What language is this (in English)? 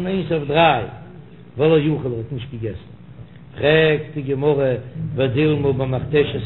Yiddish